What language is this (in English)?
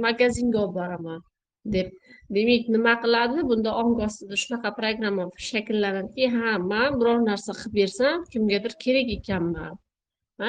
Uzbek